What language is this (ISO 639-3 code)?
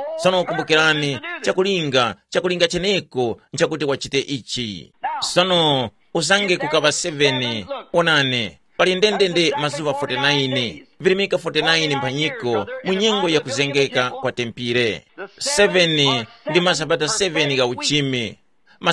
tum